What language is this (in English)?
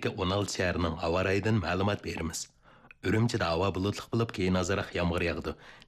Uyghur